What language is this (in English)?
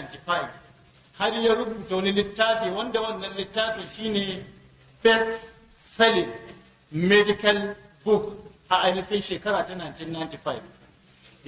Hausa